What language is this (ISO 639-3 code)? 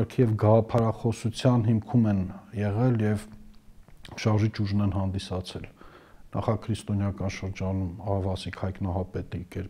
hye